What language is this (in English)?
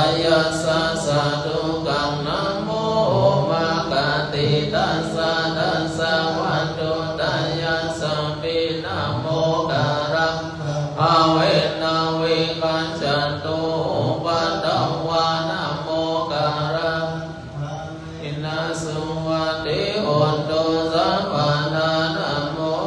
Pali